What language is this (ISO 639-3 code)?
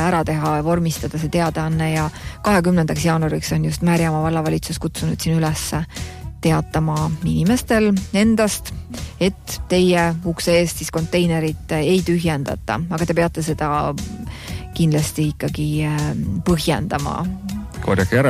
est